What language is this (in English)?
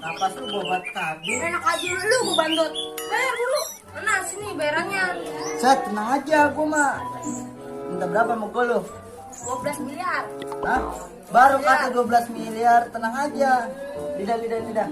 Betawi